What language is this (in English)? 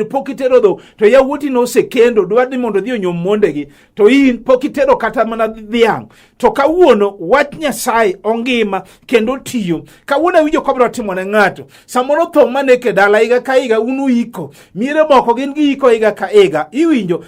Luo (Kenya and Tanzania)